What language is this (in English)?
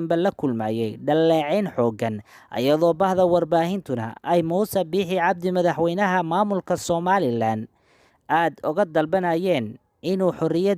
Somali